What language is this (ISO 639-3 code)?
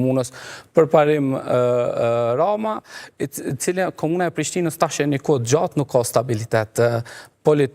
sqi